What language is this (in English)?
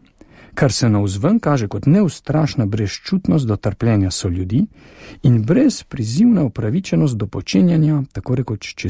Slovenian